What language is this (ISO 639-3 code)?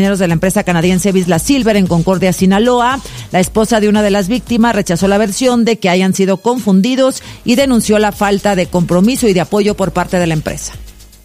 spa